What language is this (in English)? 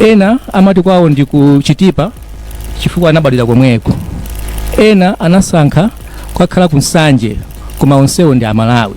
Nyanja